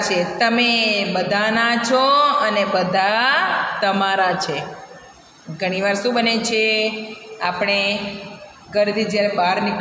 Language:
Gujarati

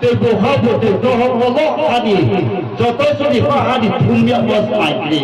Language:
Riang (India)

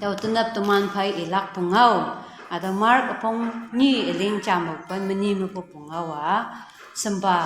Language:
Konyak Naga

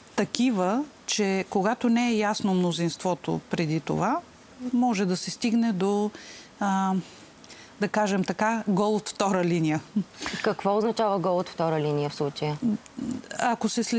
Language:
Bulgarian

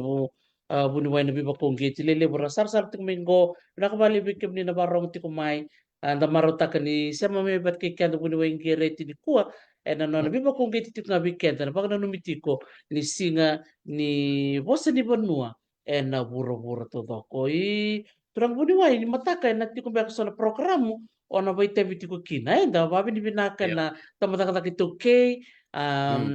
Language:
Fijian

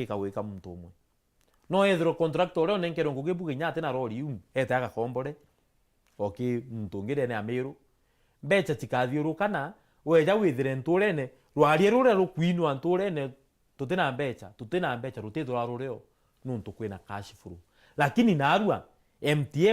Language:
Meru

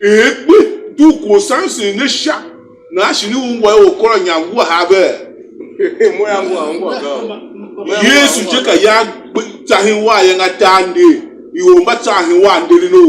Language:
Tiv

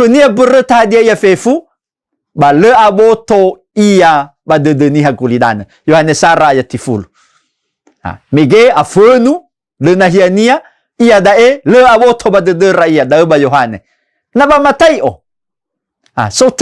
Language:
Nias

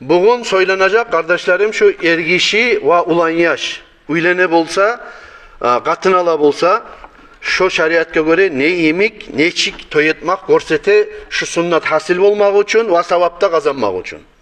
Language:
Kumyk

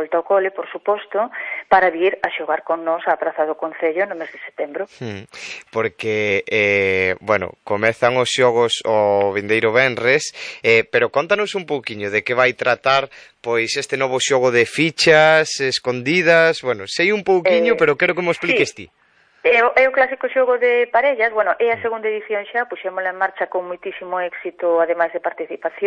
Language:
Galician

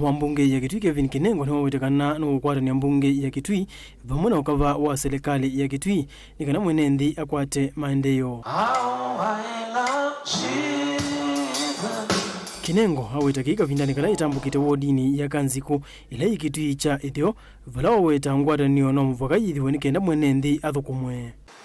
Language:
Kamba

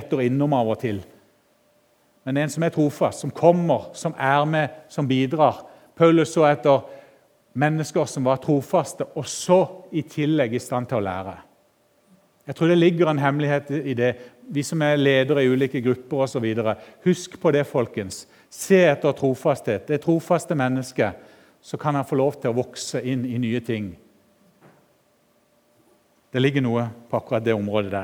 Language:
Norwegian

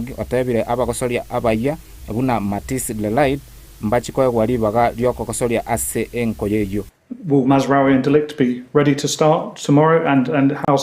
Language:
Gusii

